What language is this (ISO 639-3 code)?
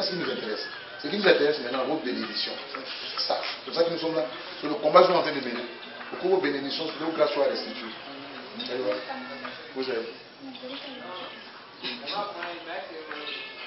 fra